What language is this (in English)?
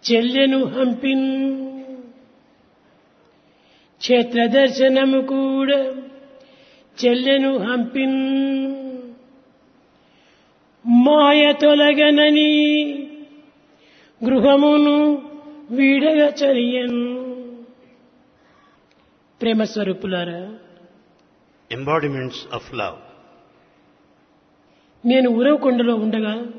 Telugu